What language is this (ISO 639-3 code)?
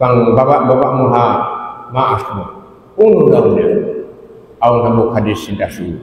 tsg